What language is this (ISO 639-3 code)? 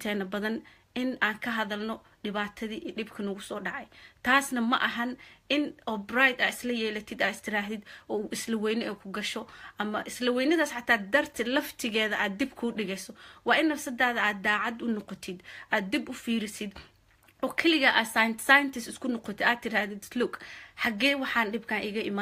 som